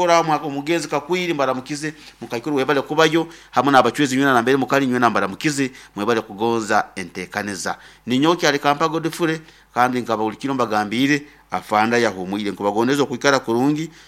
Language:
Nyankole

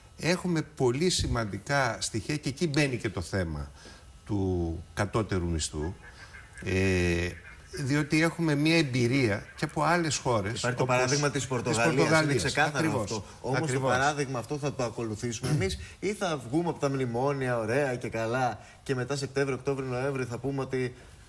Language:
Greek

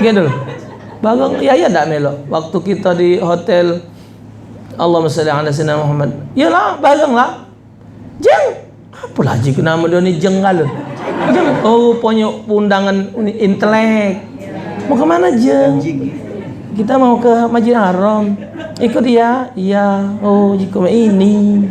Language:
Musi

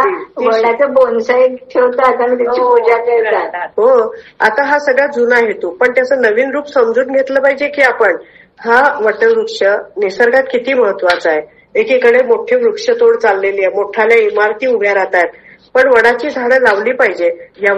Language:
Marathi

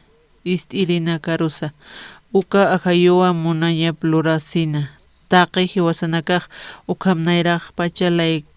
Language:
Aymara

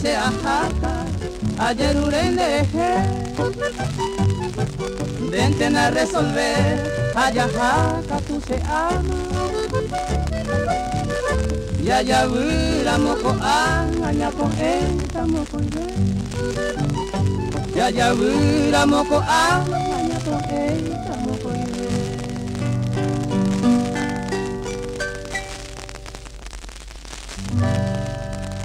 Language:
Spanish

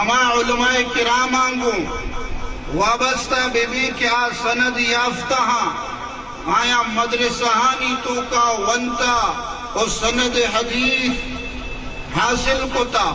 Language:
Eastern Balochi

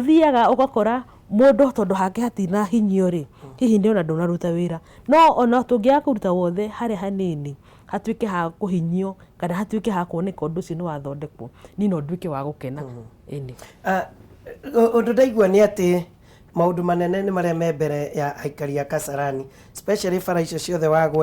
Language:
Kikuyu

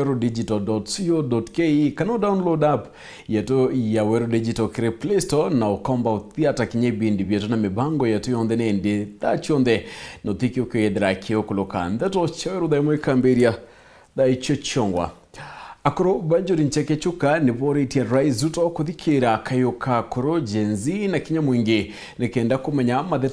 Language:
Meru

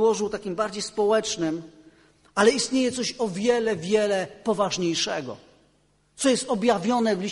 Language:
Polish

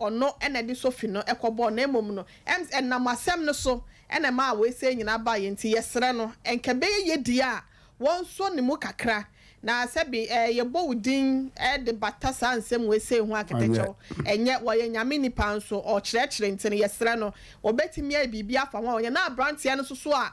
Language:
Akan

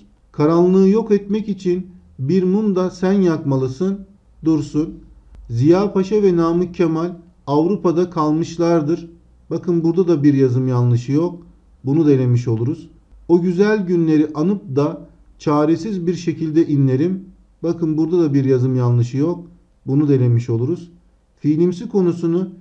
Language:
Turkish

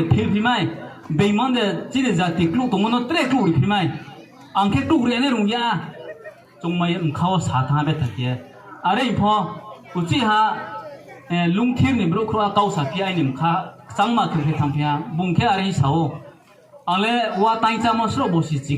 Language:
Riang (India)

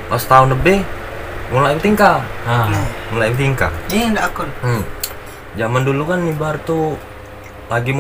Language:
Musi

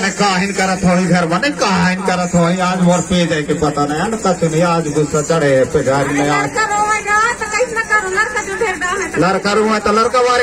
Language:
Chhattisgarhi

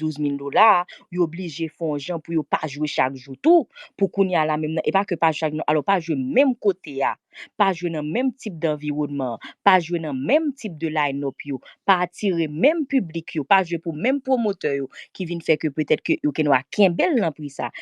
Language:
Haitian Creole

